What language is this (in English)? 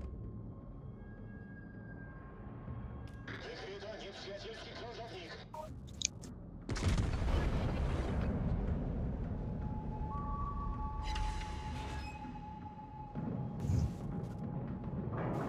Polish